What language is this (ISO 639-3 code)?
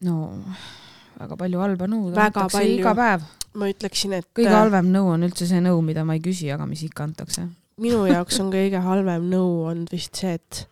est